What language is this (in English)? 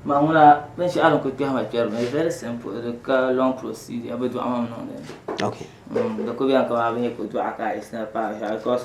Dagbani